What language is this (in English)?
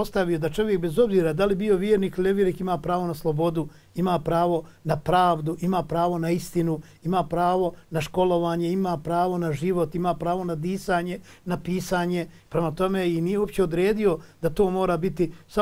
Bosnian